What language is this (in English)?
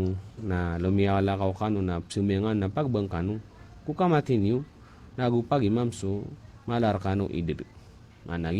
Maranao